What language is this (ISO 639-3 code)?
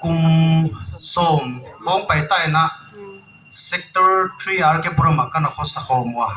pck